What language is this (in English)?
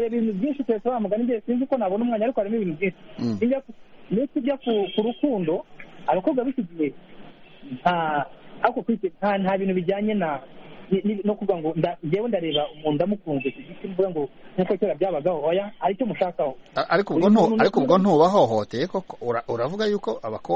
Kinyarwanda